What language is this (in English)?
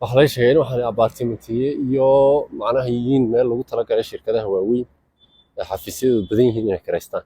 Somali